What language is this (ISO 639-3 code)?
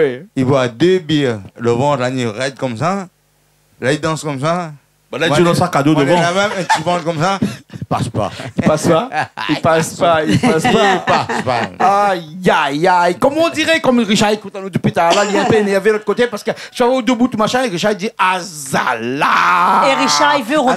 rcf